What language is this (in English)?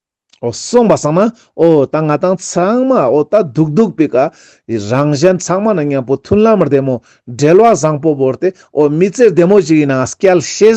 Ladakhi